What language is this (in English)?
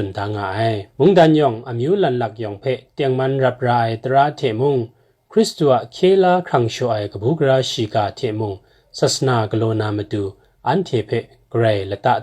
Kachin